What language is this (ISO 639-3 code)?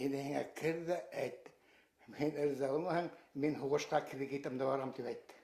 bak